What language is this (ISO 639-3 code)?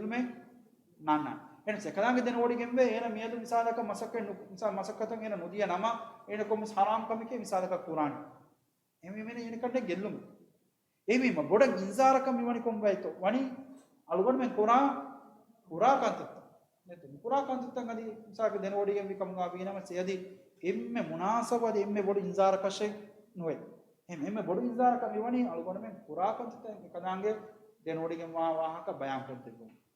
div